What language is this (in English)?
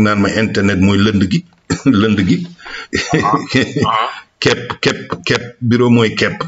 Wolof